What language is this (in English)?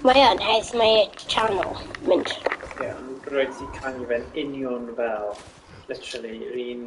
Welsh